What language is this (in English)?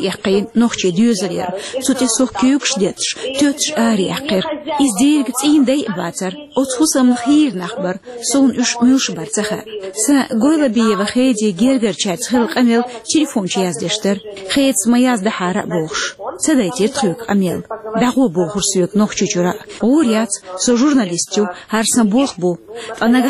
Chechen